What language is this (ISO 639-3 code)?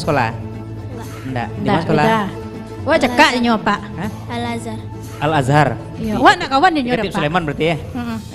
min